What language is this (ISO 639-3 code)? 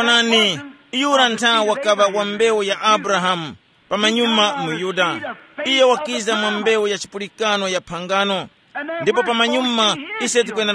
tum